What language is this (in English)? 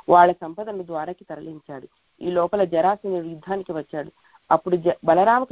Telugu